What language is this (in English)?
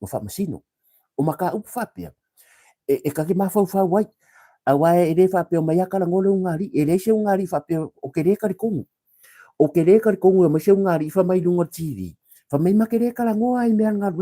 Samoan